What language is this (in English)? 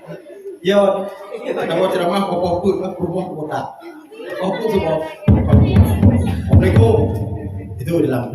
Achinese